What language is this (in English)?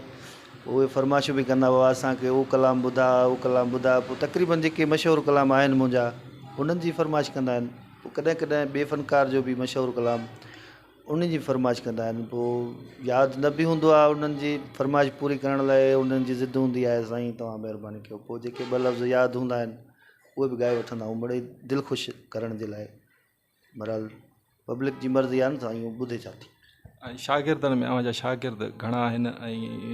Sindhi